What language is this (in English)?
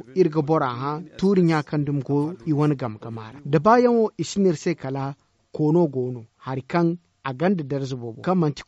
Zarma